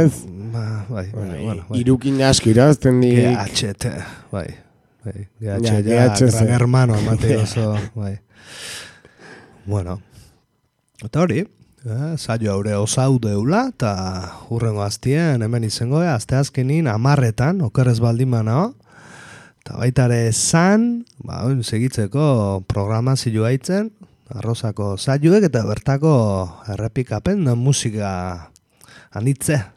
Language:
Basque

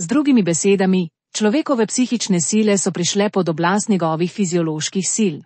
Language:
Slovenian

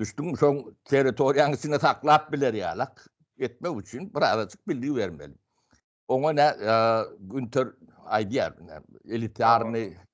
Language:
Turkmen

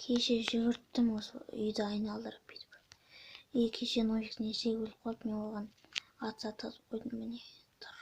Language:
Kazakh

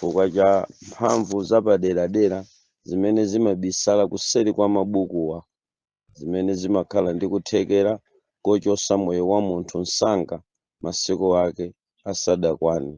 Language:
Nyanja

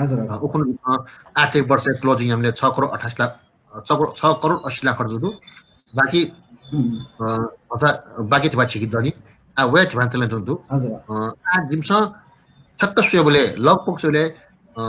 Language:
Newari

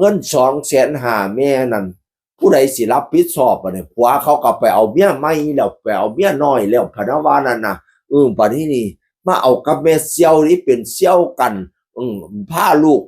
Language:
Northeastern Thai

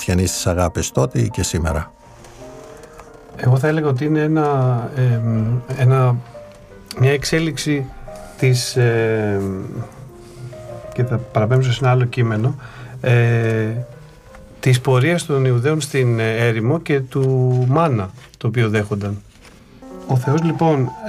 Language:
Greek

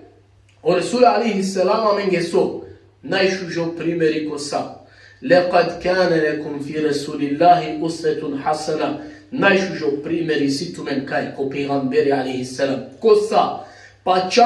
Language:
Balkan Romani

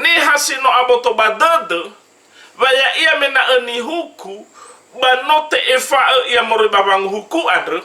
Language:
Nias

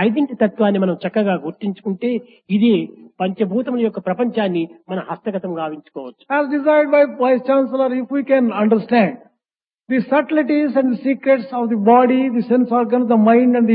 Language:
Telugu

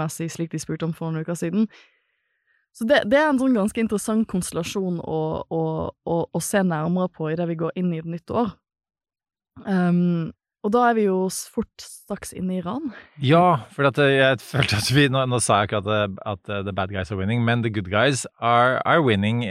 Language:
Norwegian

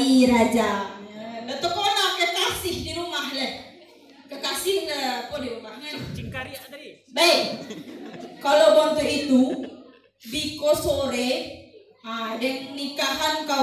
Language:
Minangkabau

